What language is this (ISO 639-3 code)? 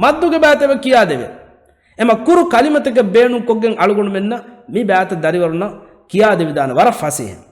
div